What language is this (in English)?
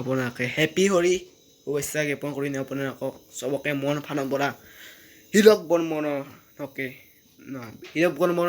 Assamese